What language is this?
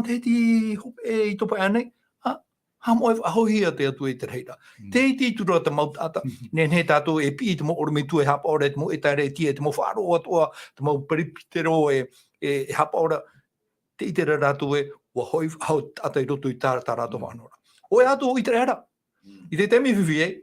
Tahitian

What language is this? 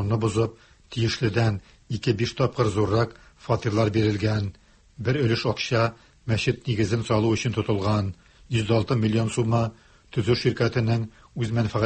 Tatar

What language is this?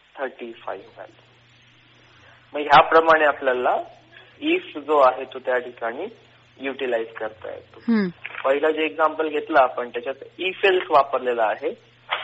Marathi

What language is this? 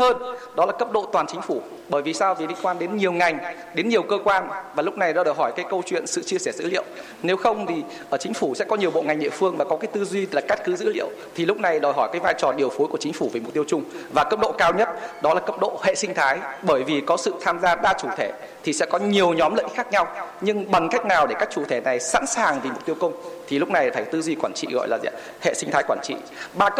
Vietnamese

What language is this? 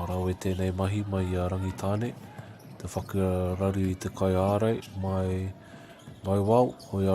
Māori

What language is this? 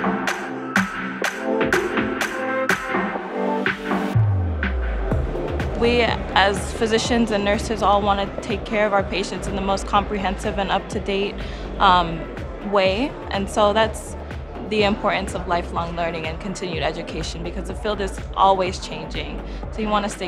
English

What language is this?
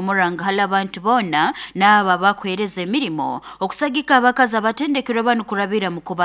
Nyoro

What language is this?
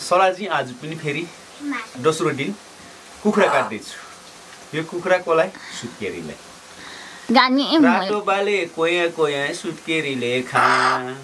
Nepali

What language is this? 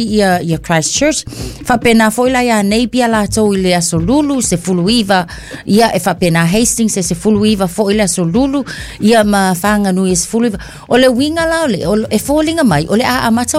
Samoan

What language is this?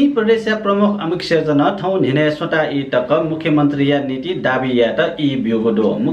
Newari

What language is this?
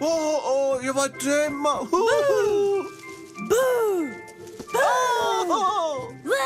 Romansh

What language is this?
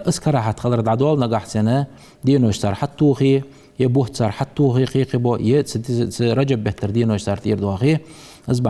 Ingush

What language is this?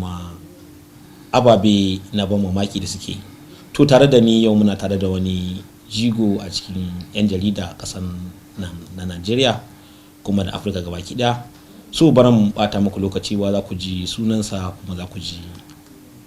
Hausa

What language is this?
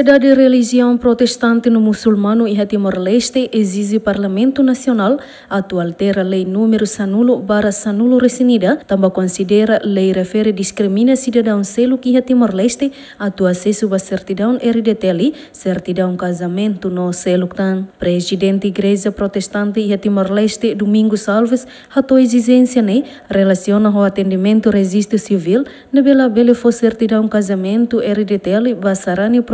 Tetum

